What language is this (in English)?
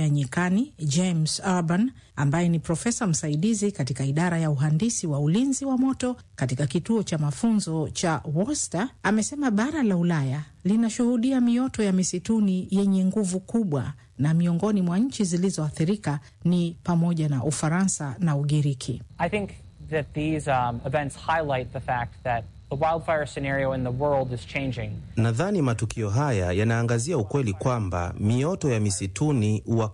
Swahili